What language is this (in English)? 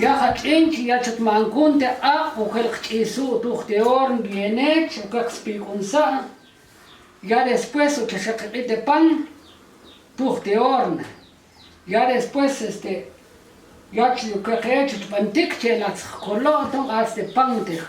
Tektiteko